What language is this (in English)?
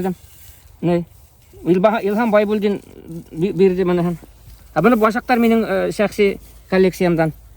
Bashkir